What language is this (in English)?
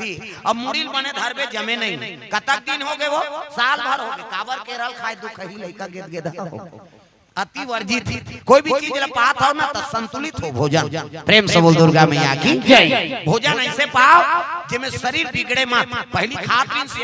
Chhattisgarhi